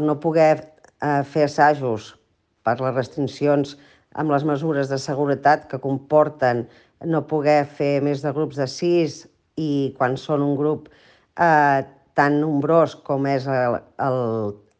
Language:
Catalan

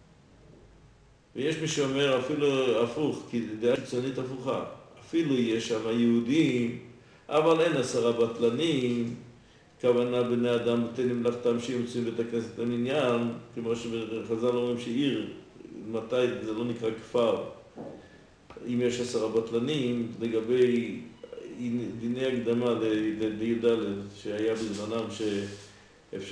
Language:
Hebrew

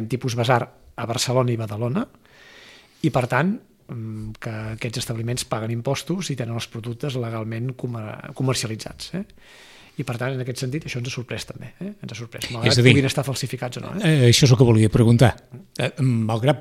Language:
Catalan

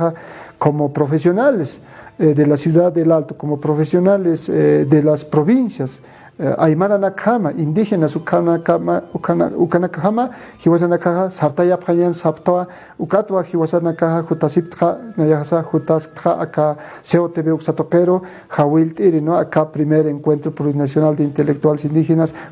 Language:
Aymara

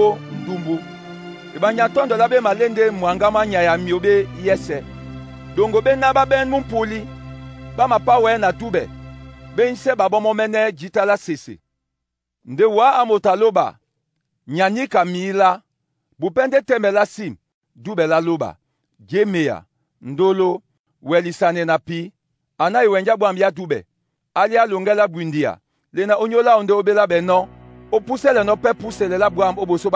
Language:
Duala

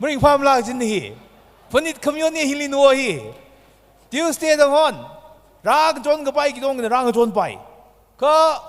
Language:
Tangkhul Naga (India)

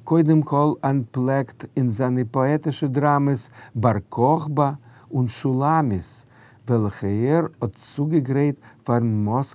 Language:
Yiddish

